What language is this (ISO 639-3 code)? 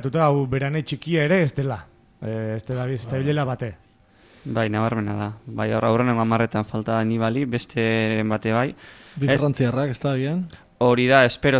eus